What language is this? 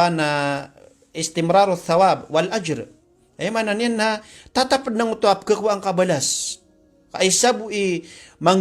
Maranao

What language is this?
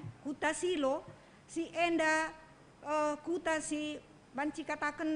Batak Karo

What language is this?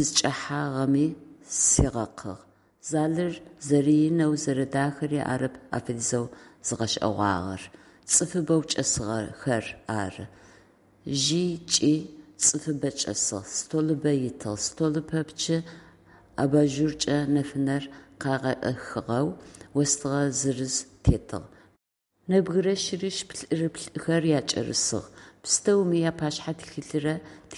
Adyghe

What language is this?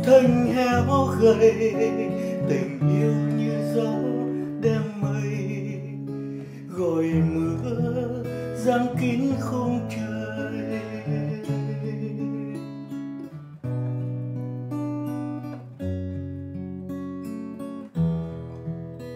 Vietnamese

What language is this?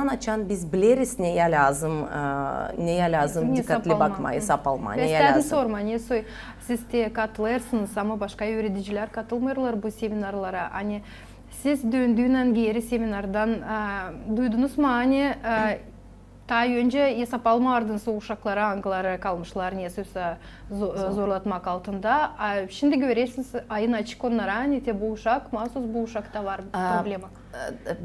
Gagauz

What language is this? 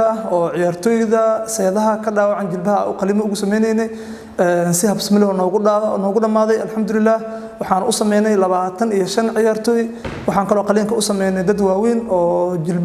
Somali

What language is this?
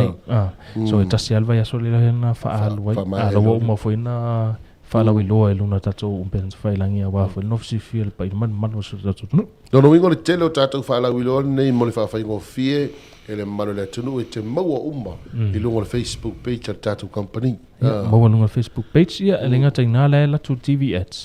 Samoan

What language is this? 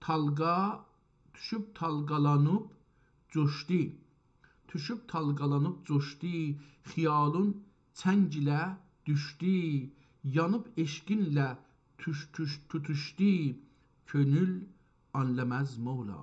South Azerbaijani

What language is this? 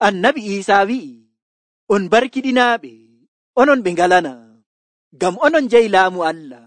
Nigerian Fulfulde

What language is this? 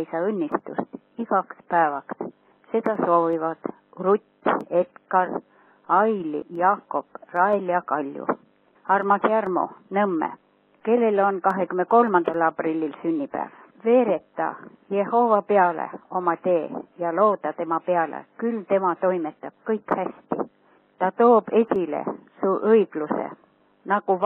Estonian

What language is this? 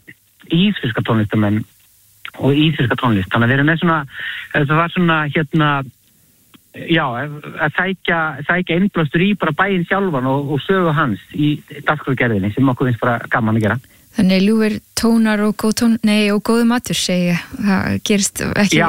Icelandic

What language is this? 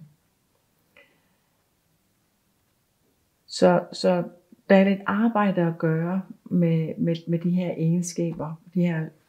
Danish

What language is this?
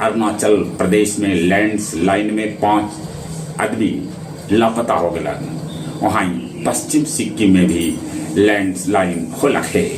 Magahi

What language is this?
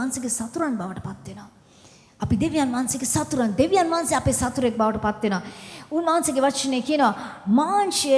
Sinhala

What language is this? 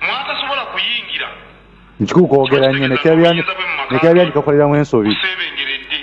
Ganda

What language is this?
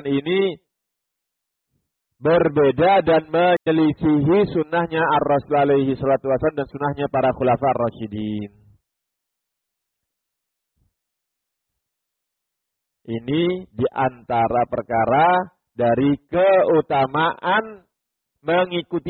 Indonesian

